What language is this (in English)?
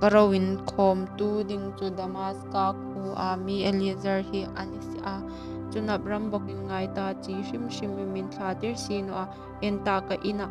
Hmar